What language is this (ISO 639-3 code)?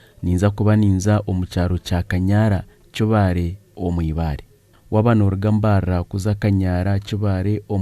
nyn